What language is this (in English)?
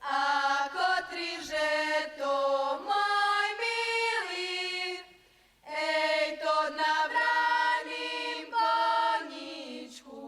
Rusyn